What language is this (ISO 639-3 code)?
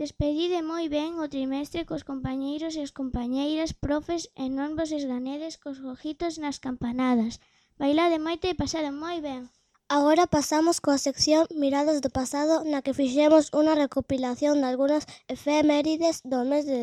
glg